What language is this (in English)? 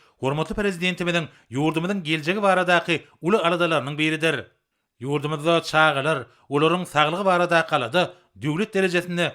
Turkmen